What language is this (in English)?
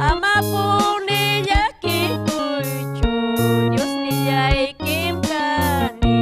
Ayacucho Quechua